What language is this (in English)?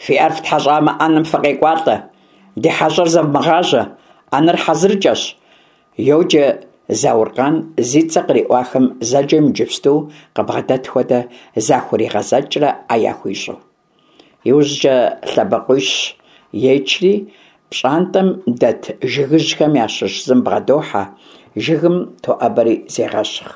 Kabardian